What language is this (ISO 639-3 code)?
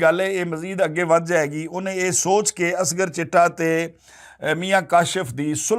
lah